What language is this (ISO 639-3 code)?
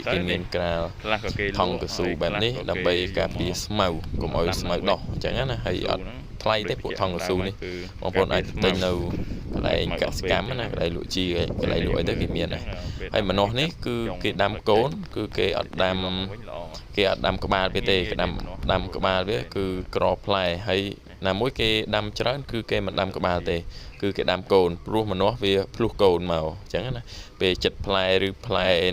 khm